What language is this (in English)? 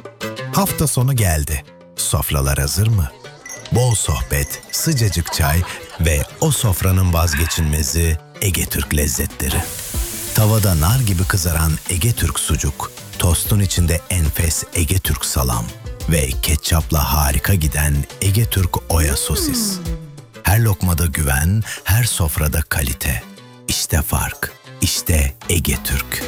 Turkish